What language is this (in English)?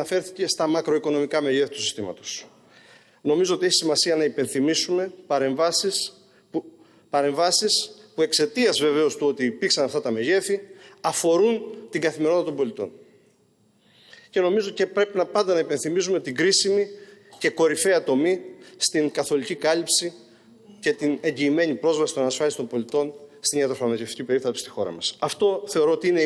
Greek